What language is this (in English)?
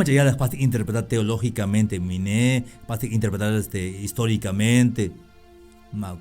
Tzeltal